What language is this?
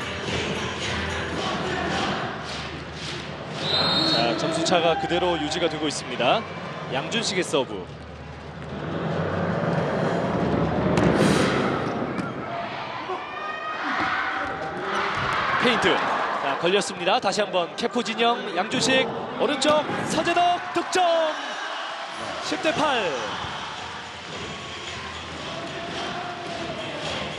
Korean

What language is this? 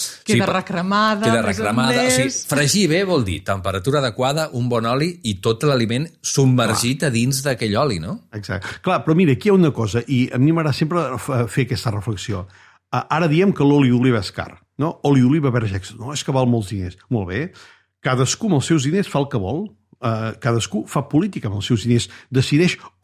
Catalan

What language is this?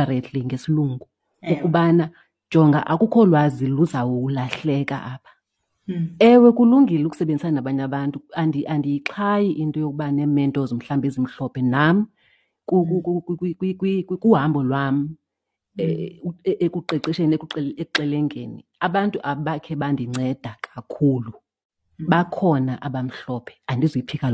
Xhosa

